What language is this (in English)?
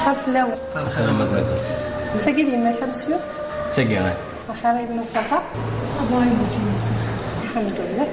Kabyle